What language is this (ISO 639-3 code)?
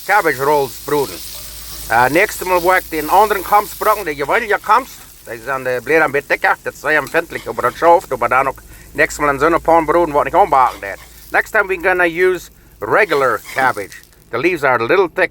pdt